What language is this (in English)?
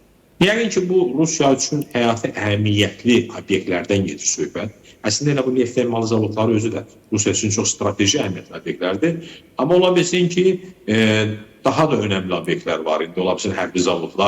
Azerbaijani